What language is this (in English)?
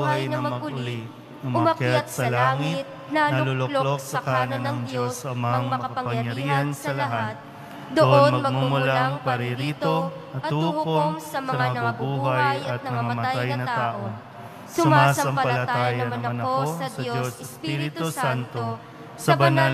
Filipino